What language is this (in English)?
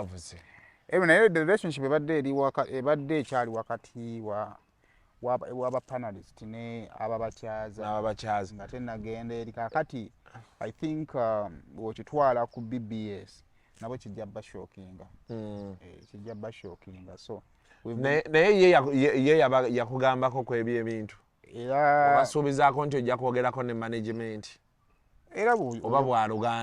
Ganda